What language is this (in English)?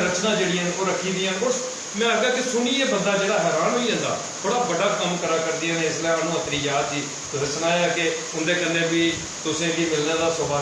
Dogri